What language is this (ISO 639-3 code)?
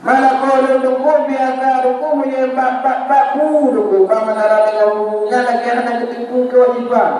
ace